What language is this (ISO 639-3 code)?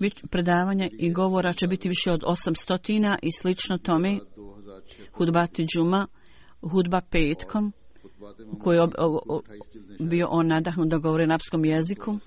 bos